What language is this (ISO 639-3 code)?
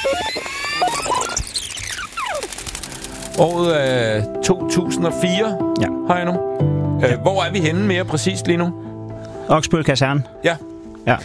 dan